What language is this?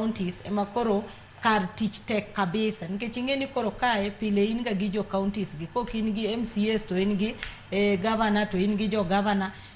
Luo (Kenya and Tanzania)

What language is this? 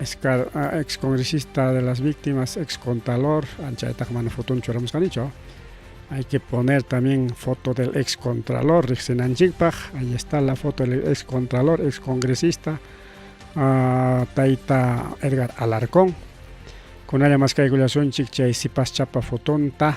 Ayacucho Quechua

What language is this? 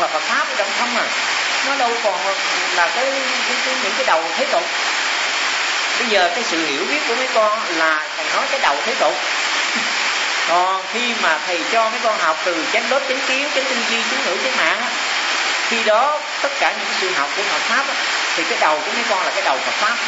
Vietnamese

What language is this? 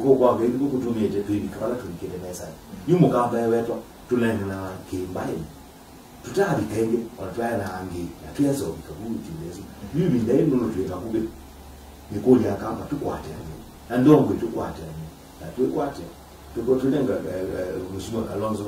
Kamba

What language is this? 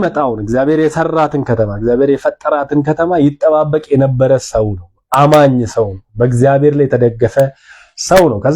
Amharic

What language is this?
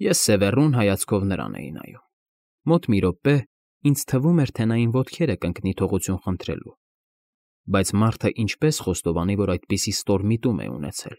Armenian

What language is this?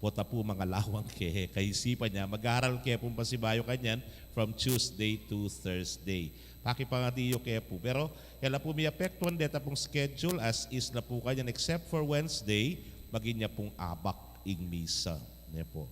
Pampanga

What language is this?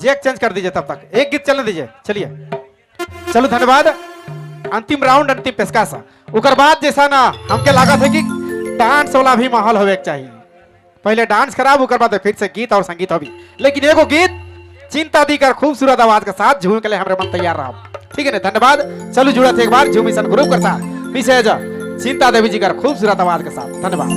Sadri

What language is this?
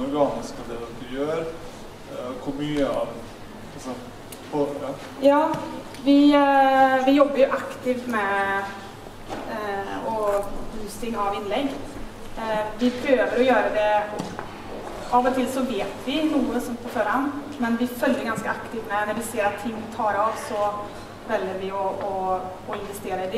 Norwegian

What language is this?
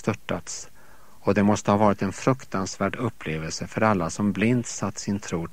Swedish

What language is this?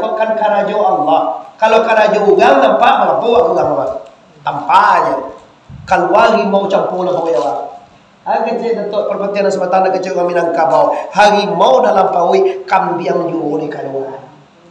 Minangkabau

